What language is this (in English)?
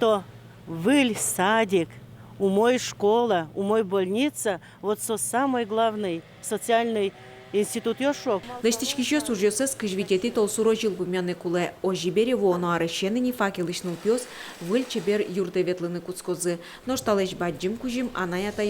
Udmurt